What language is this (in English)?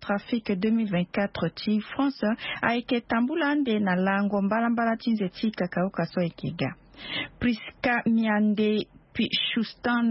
Sango